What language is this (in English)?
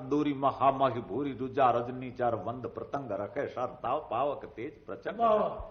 Gujarati